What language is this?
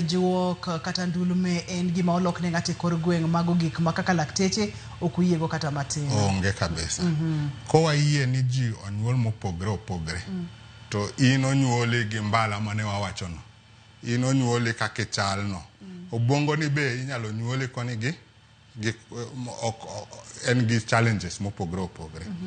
Luo (Kenya and Tanzania)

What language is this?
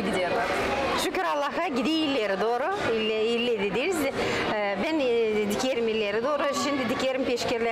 Gagauz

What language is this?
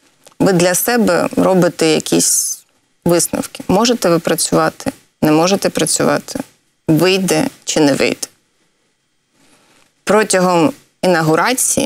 Ukrainian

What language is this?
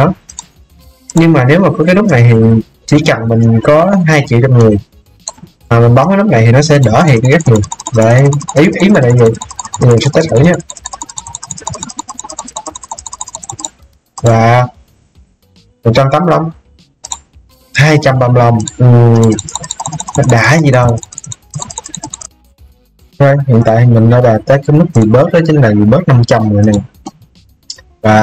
Vietnamese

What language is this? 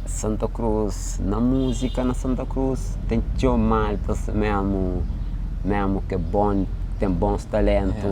Kabuverdianu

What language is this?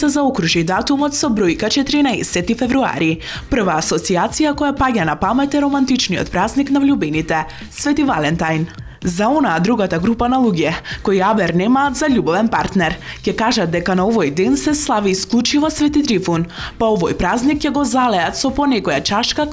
Macedonian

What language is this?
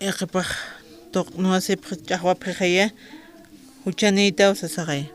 Aymara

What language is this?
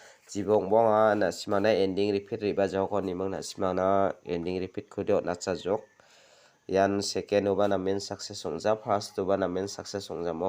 Garo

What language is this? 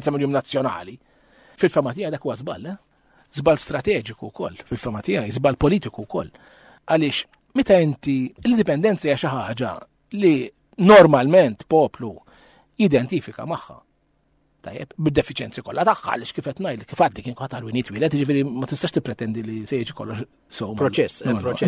Maltese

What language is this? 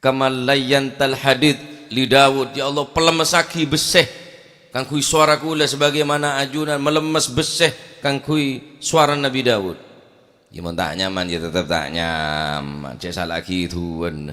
Madurese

